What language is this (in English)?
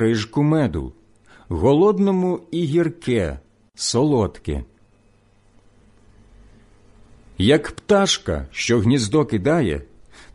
Ukrainian